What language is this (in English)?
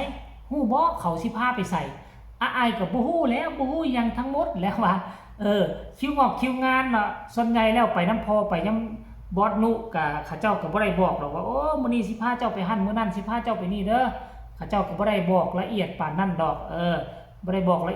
Northeastern Thai